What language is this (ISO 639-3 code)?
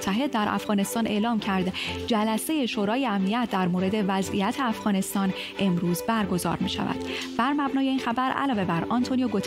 fas